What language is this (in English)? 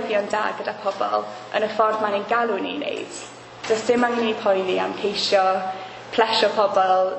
Welsh